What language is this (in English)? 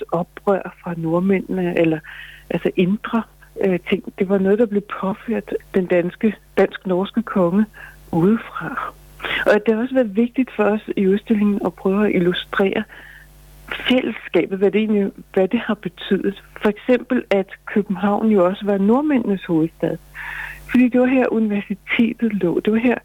Danish